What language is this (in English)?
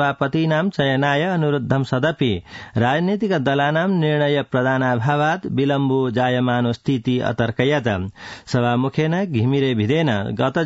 Sanskrit